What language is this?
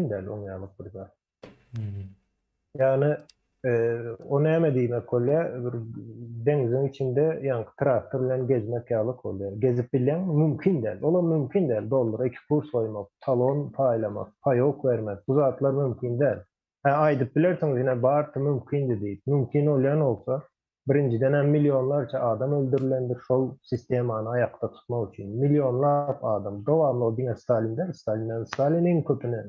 Turkmen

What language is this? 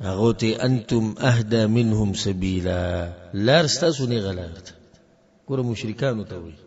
Pashto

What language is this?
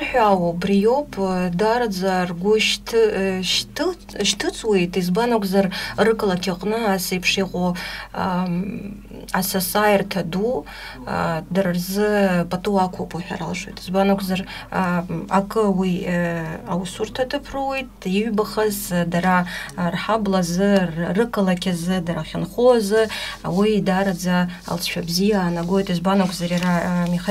Abkhazian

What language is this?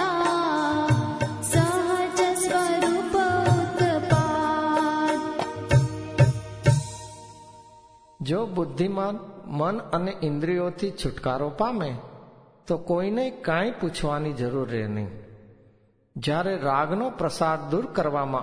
Gujarati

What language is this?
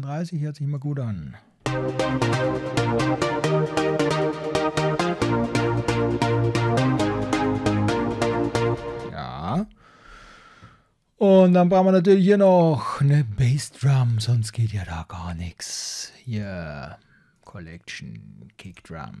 German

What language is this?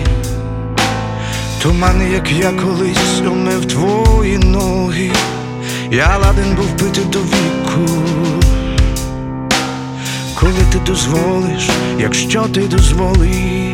Ukrainian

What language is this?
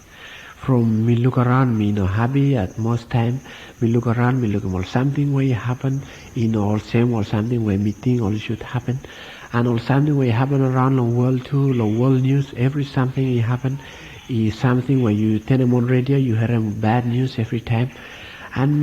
Bislama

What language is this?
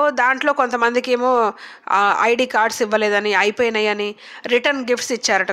Telugu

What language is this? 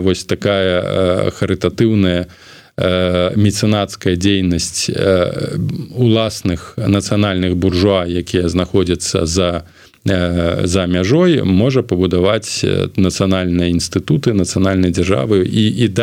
Belarusian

